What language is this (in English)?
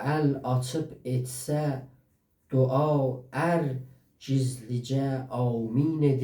South Azerbaijani